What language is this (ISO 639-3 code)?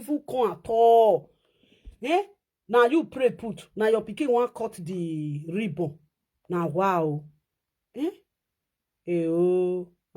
pcm